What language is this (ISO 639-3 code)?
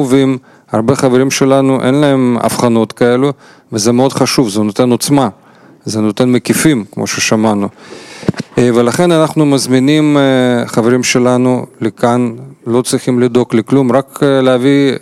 heb